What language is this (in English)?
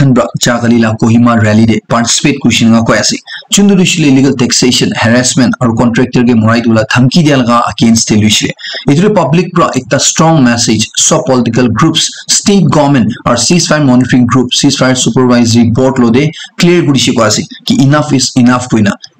Naga Pidgin